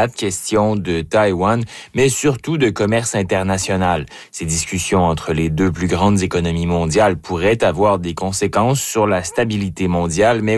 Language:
French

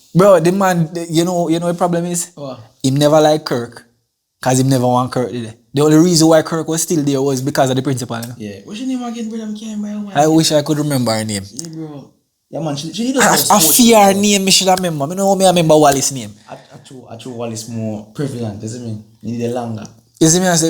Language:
Jamaican Creole English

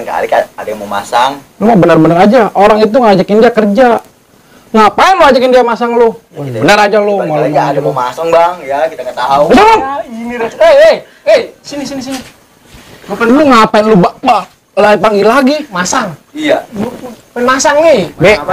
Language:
Betawi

